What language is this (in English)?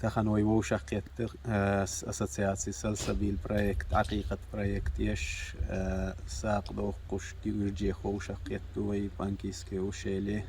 Chechen